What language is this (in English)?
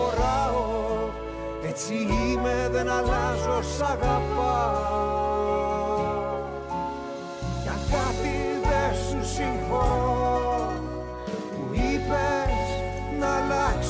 Greek